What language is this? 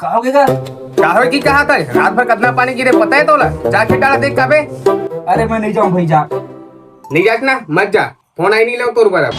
Chhattisgarhi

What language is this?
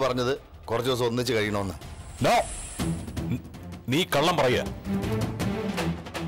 Malayalam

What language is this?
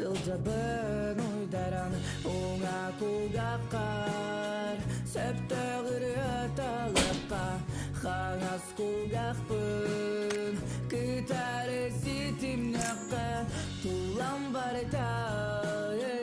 Yakut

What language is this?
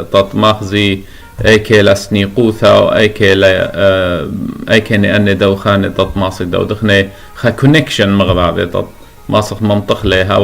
Assyrian Neo-Aramaic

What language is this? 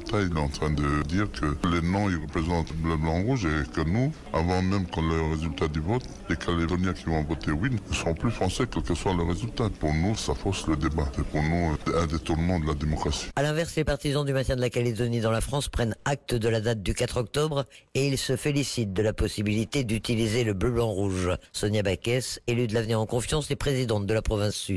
French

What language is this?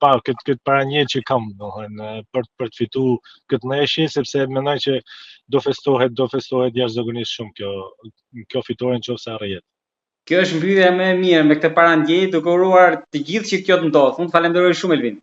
Albanian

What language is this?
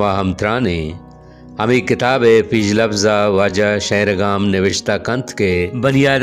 Baluchi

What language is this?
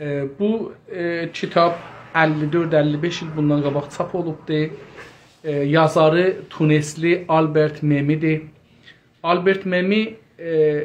South Azerbaijani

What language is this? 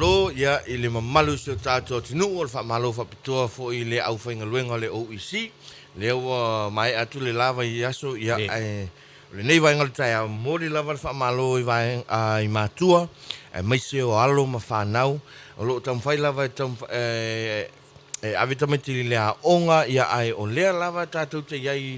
Samoan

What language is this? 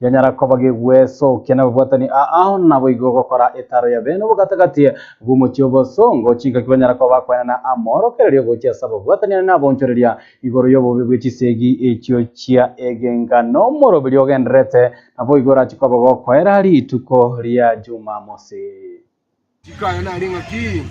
Gusii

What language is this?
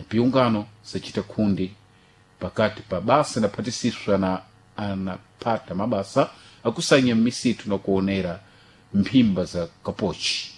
Sena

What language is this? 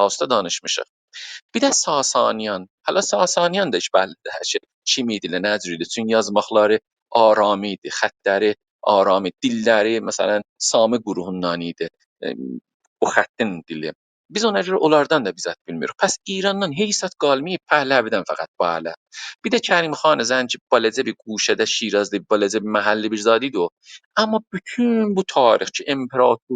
South Azerbaijani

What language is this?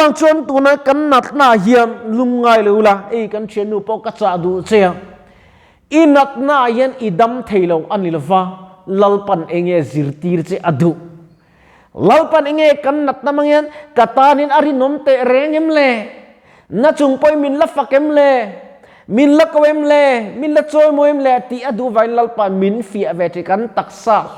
Mizo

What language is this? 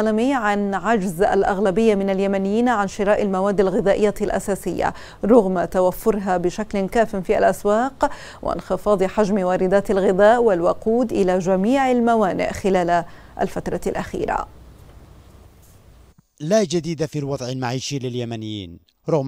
Arabic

